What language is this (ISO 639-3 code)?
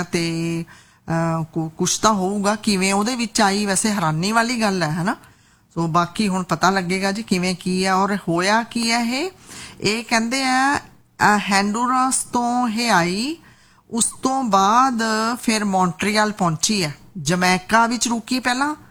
pan